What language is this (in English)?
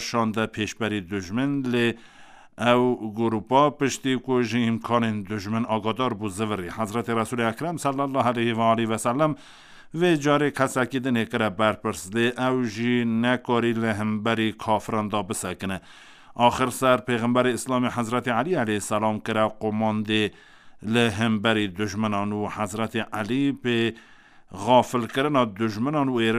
Kurdish